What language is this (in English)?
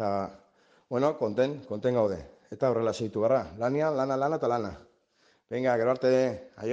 Basque